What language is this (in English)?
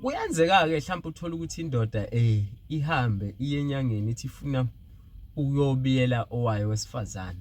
Zulu